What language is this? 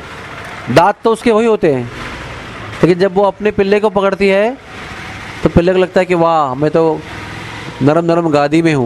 Hindi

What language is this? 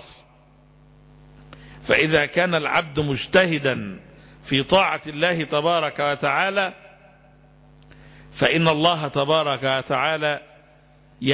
Arabic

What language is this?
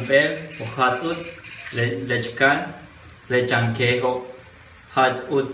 Yucateco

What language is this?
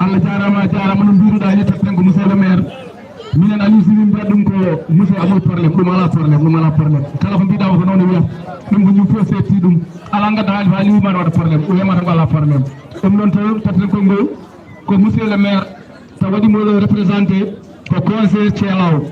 Fula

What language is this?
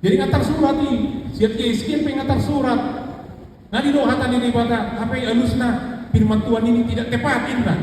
Batak Toba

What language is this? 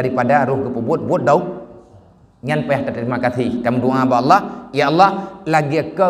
Achinese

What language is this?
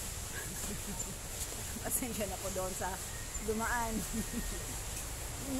Filipino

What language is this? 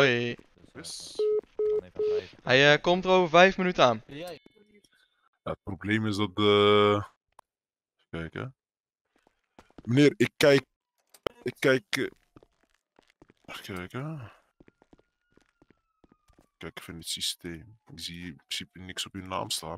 Dutch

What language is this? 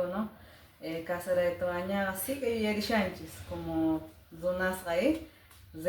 Quechua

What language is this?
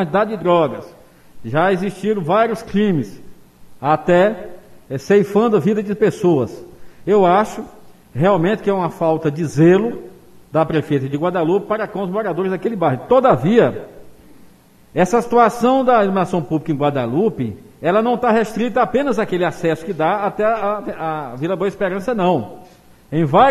Portuguese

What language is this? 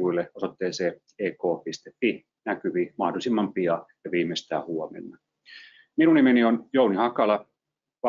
Finnish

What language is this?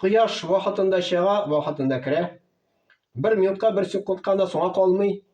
Tatar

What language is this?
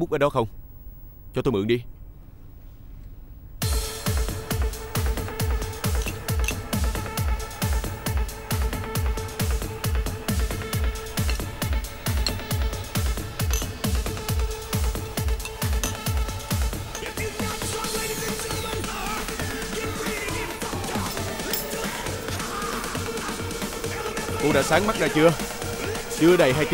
Vietnamese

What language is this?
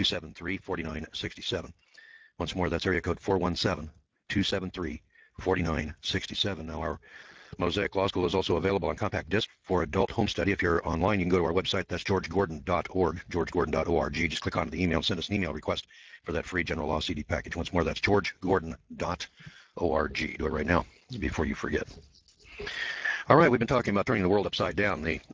English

